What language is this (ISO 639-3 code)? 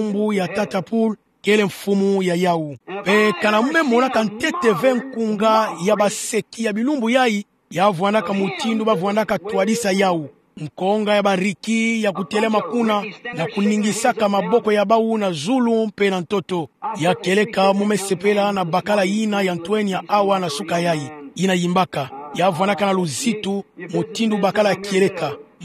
ktu